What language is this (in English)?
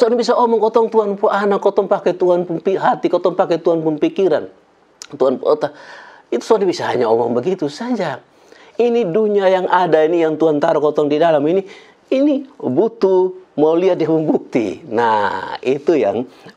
Kupang Malay